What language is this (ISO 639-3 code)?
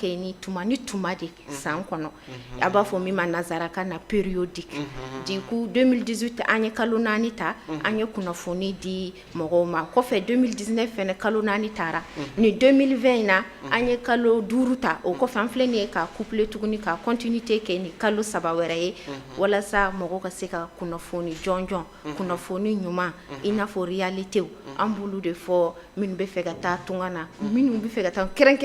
bam